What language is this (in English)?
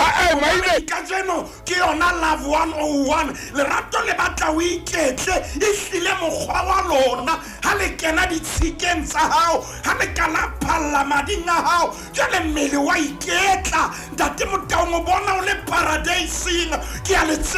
Southern Sotho